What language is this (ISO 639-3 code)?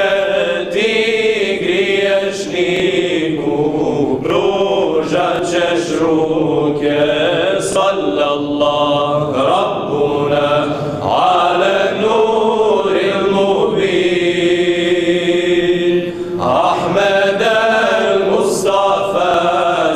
bos